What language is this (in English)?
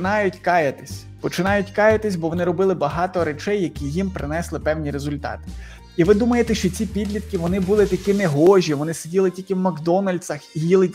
Ukrainian